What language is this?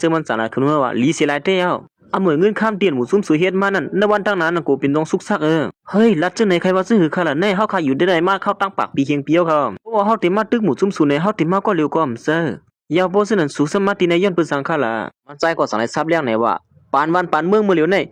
Shan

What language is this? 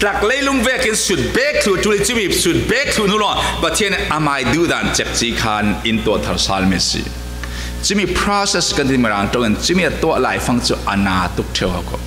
Falam Chin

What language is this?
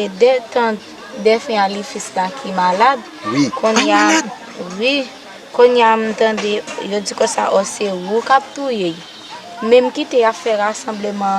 Haitian Creole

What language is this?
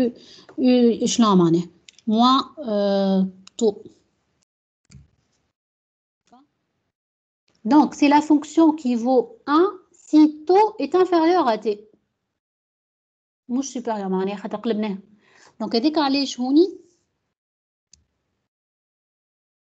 Tunisian Arabic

